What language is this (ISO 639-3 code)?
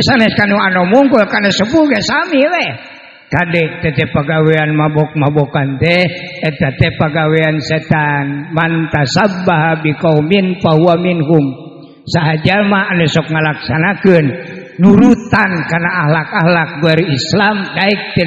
sun